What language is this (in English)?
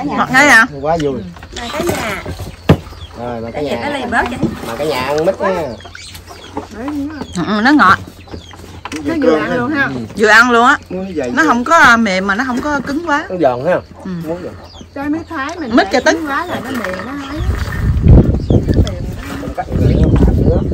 Vietnamese